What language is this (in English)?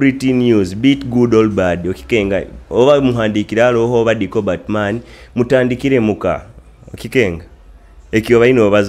Nyoro